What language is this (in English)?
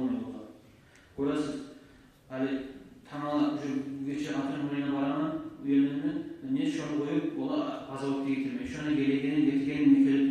Kumyk